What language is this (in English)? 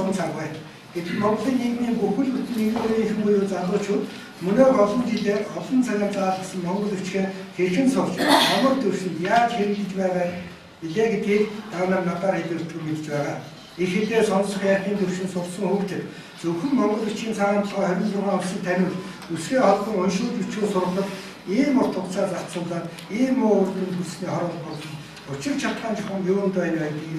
Mongolian